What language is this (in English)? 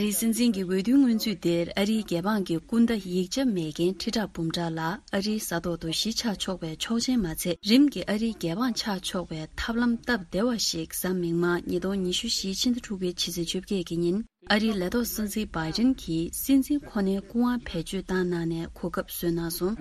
Tibetan